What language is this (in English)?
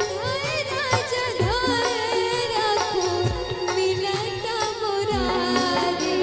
Maithili